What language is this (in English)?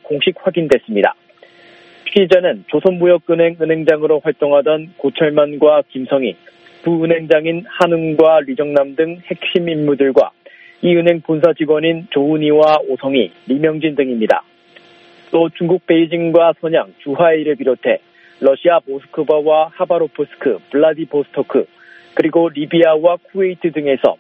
Korean